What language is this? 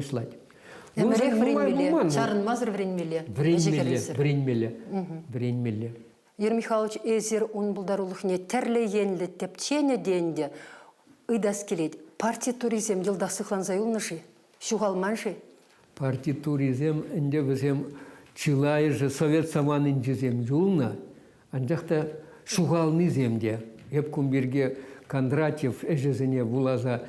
Chuvash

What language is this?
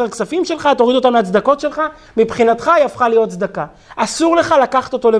Hebrew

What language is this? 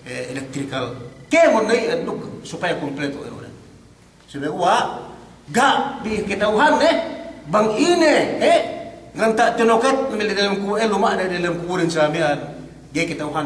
Yakan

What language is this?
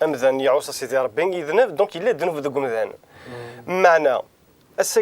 Kabyle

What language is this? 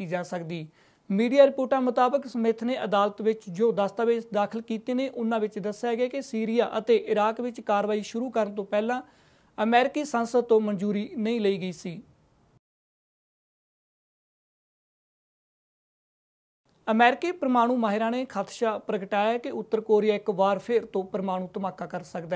Punjabi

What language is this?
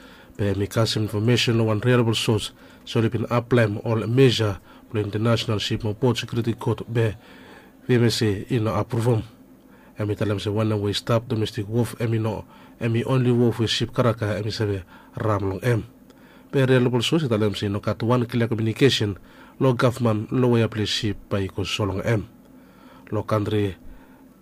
Bislama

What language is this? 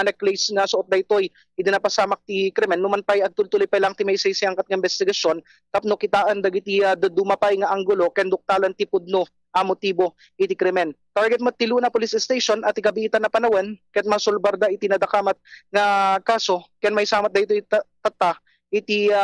Iloko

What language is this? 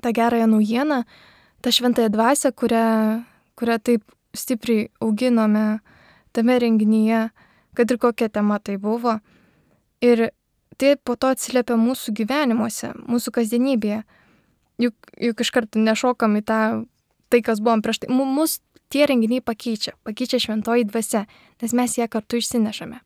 Lithuanian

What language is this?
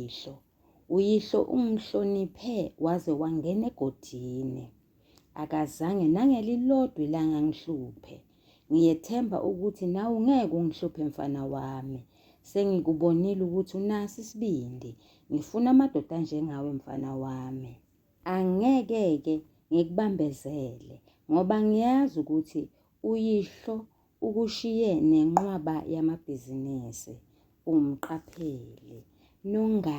Zulu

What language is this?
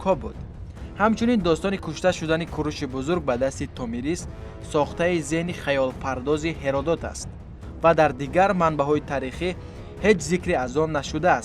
Tajik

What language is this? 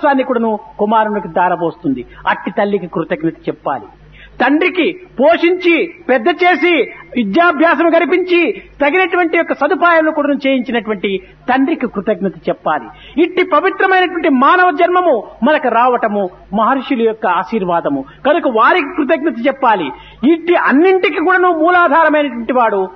Telugu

